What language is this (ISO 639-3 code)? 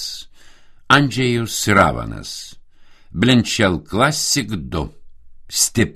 lit